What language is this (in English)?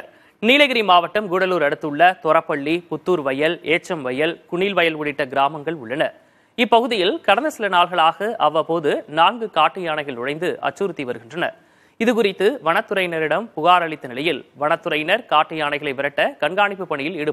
Tamil